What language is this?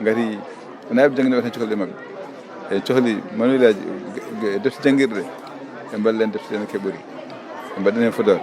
Fula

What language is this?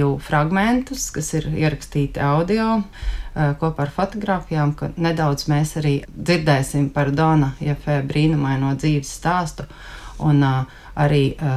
Latvian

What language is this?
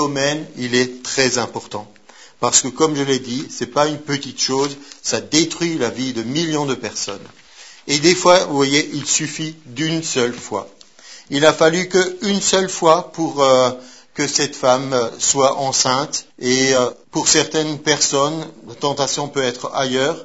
French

